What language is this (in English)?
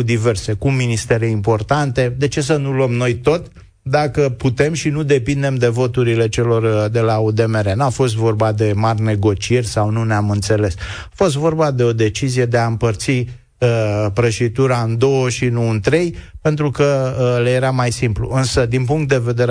Romanian